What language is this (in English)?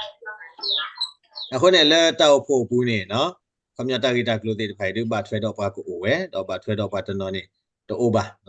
S'gaw Karen